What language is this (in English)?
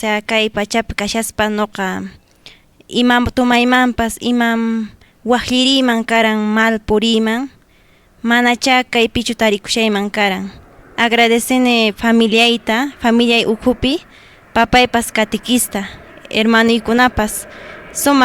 Quechua